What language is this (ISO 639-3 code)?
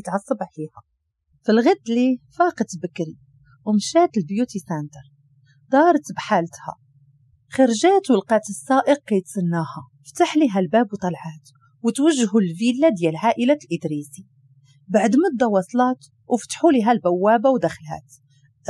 ary